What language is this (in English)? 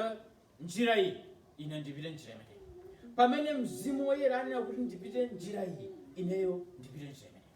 Nyanja